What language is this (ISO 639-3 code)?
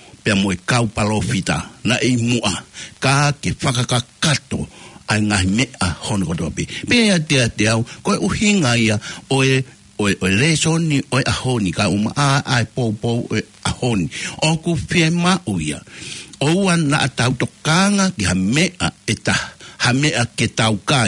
ton